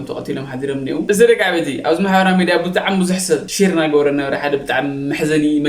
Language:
Tigrinya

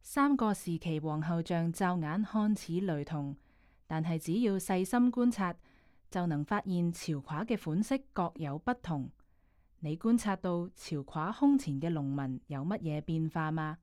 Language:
Cantonese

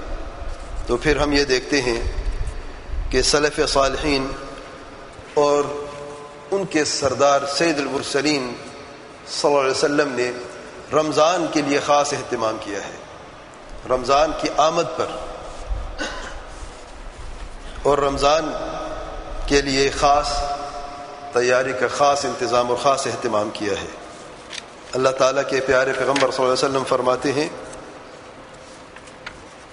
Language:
Urdu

